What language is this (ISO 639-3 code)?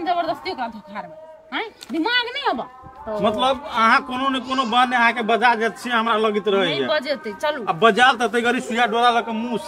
mai